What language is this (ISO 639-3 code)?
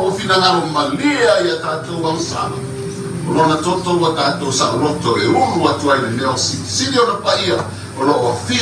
smo